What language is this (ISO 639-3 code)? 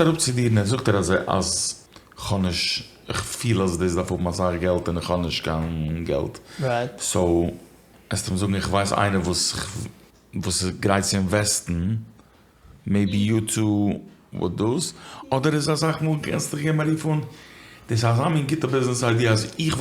yid